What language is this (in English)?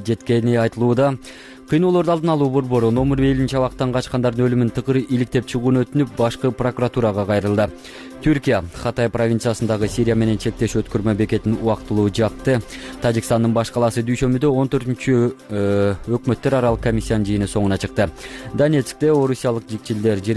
Kyrgyz